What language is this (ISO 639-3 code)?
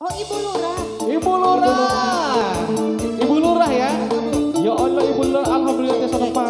sun